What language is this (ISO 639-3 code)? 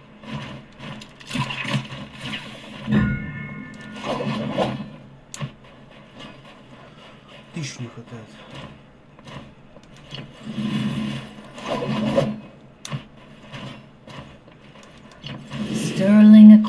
rus